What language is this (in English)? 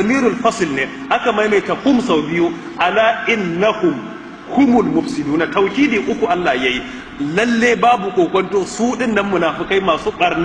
Hausa